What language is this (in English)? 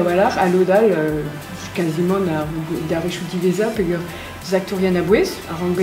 Breton